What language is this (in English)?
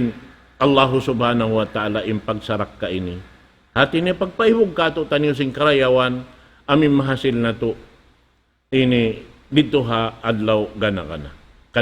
Tausug